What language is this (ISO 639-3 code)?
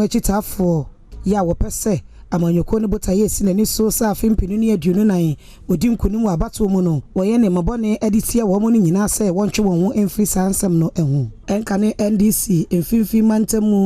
aka